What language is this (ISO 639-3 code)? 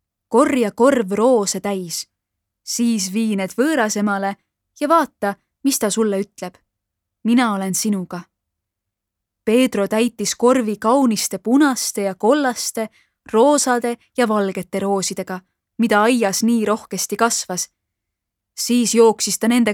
est